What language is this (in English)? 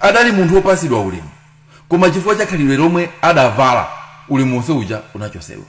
Nyanja